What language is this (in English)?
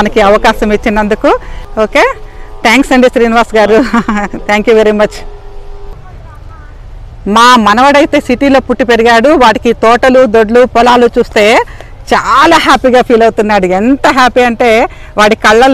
Telugu